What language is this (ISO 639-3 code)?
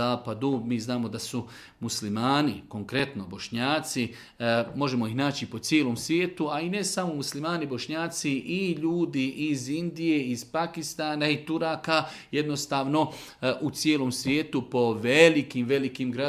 bos